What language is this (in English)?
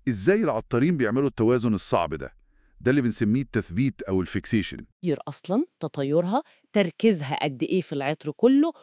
Egyptian Arabic